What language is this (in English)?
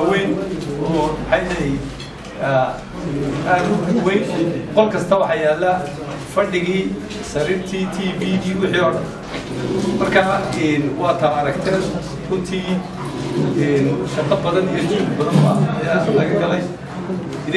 Somali